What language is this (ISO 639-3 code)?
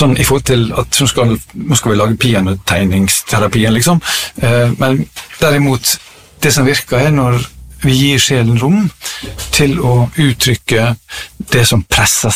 nor